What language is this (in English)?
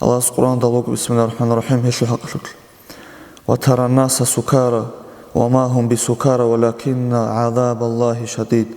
Avaric